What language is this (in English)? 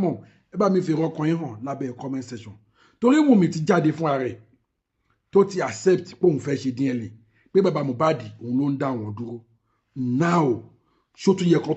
Yoruba